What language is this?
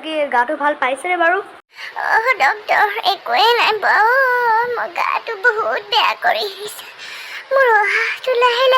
Assamese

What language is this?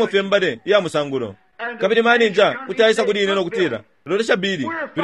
Bemba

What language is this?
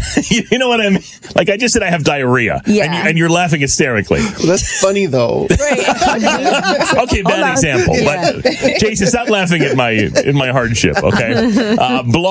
English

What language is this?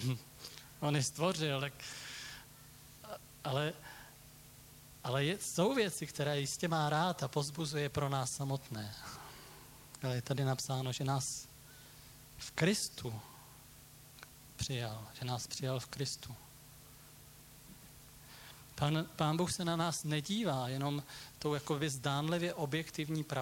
Czech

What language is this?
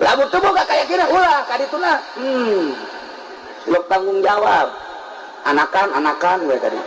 Sundanese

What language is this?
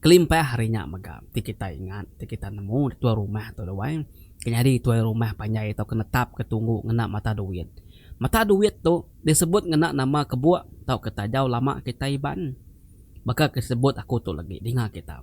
Iban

